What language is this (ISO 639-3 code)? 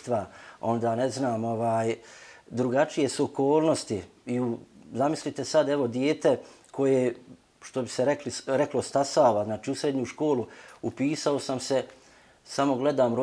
bos